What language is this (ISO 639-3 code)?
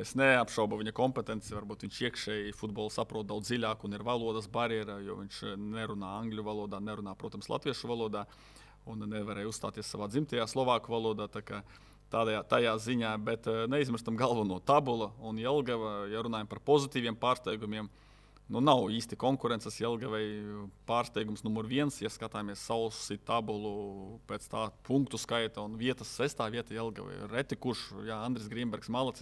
lav